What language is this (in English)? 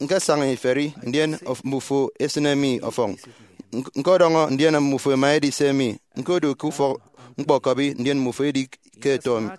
Efik